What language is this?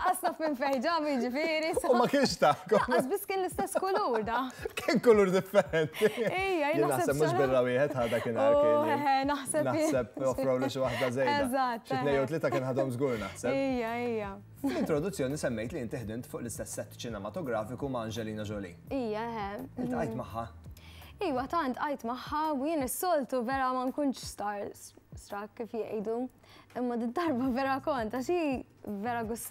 Maltese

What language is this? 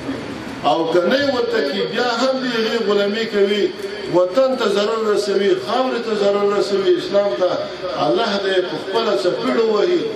Pashto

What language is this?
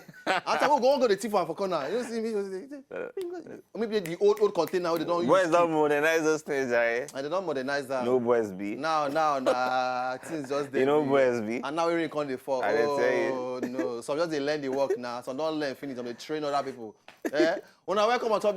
Nigerian Pidgin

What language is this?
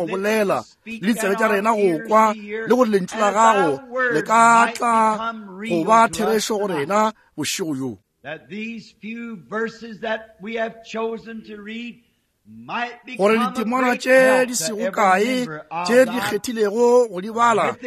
Northern Sotho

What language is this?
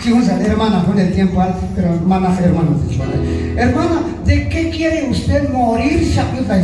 Q'anjob'al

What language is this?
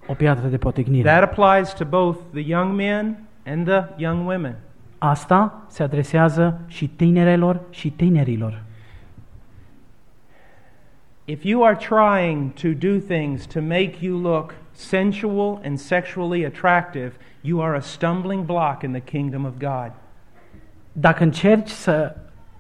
Romanian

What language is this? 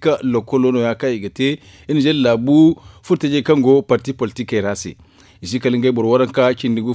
Zarma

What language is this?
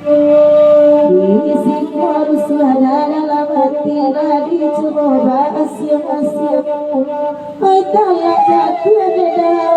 Minangkabau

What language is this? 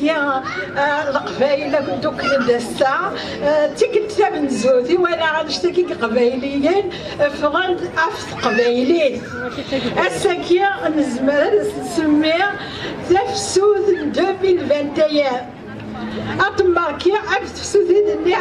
Kabyle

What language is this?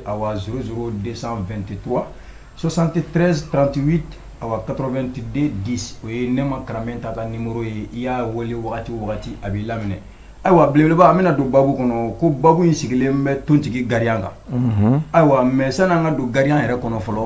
Bambara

